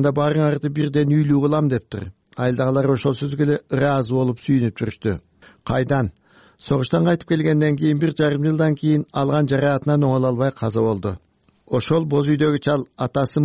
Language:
Kyrgyz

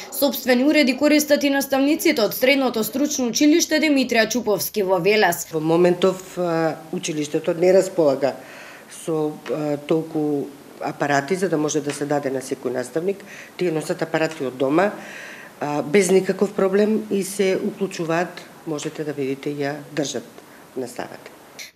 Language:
Macedonian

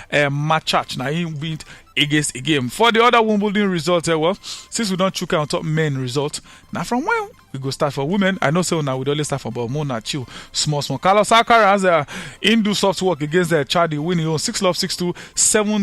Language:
Nigerian Pidgin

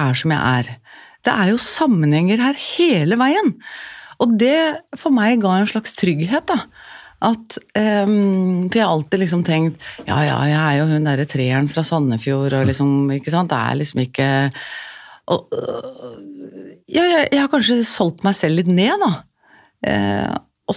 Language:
Norwegian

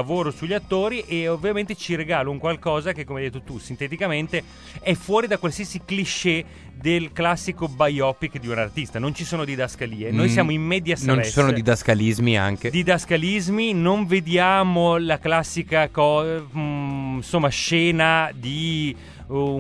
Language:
Italian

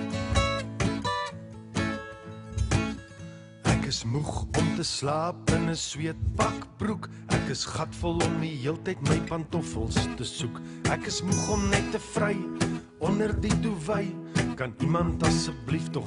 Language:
Afrikaans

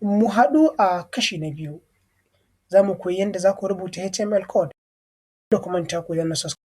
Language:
Hausa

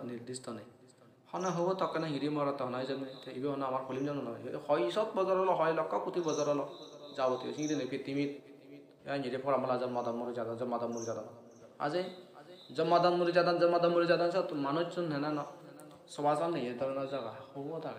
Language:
Assamese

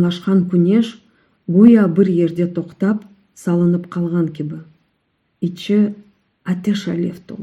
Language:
Crimean Tatar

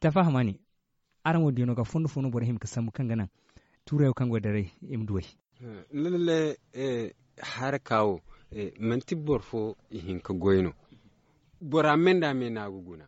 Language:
Zarma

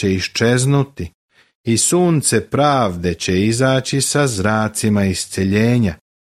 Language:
Serbian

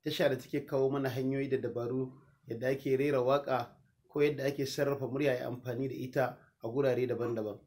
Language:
Hausa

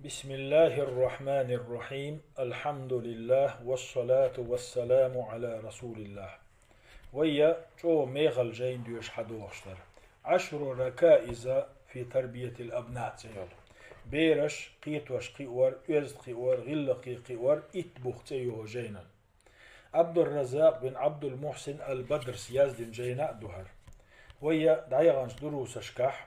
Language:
Chechen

